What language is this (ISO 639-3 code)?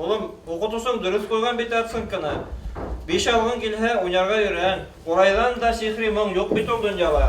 bak